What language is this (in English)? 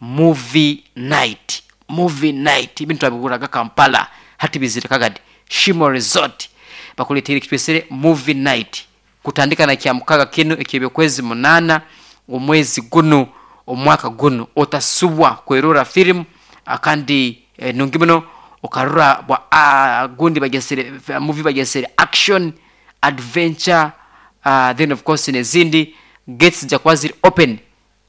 Nyoro